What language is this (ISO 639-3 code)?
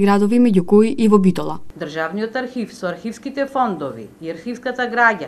mkd